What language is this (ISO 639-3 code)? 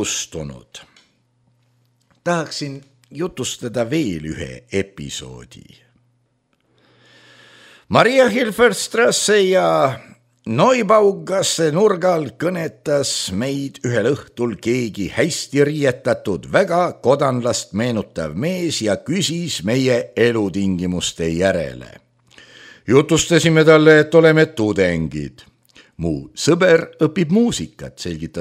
est